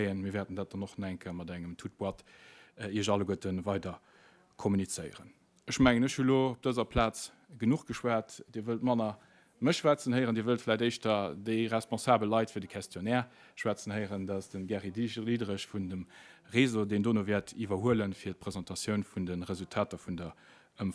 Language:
Luxembourgish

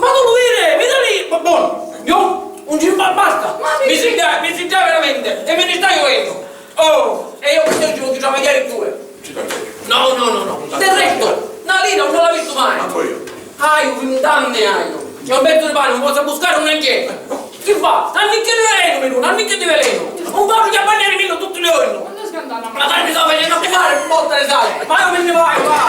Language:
Sicilian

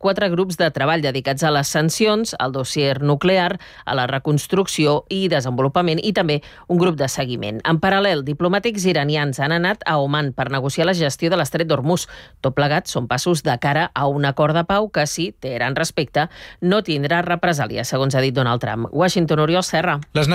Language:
Catalan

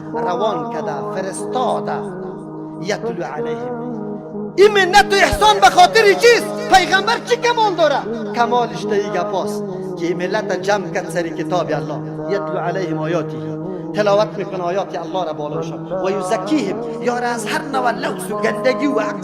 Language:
Persian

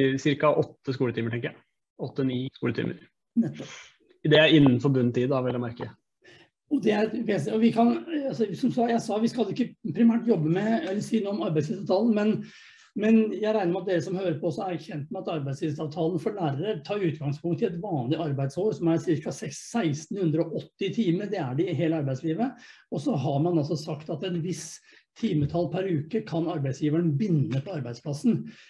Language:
Norwegian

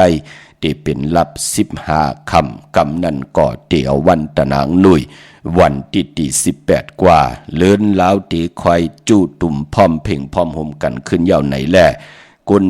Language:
Shan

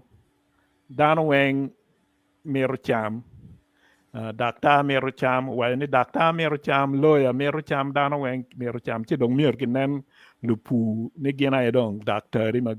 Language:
Acoli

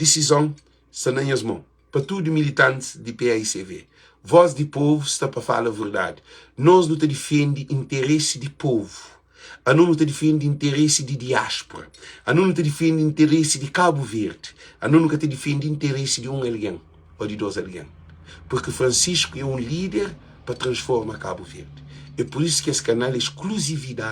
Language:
Kabuverdianu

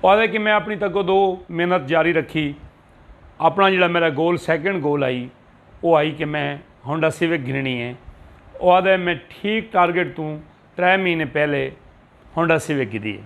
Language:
Saraiki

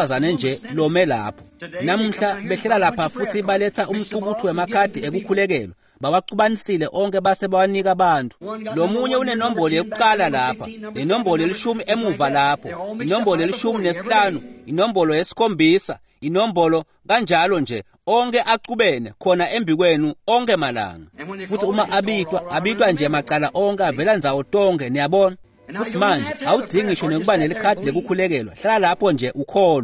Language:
Swati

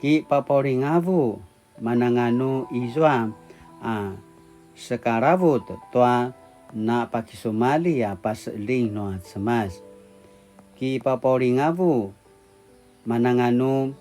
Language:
Paiwan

